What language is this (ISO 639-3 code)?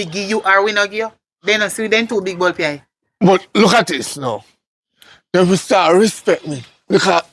jam